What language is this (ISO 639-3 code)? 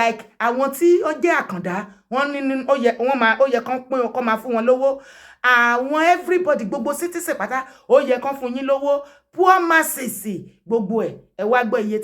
yor